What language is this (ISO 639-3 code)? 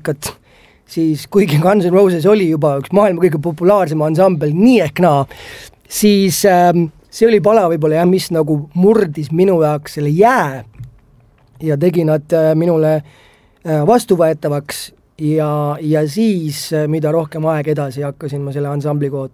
est